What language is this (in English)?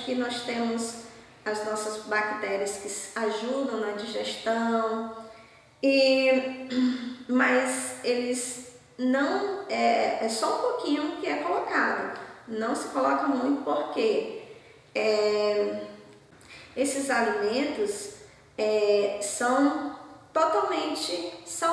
Portuguese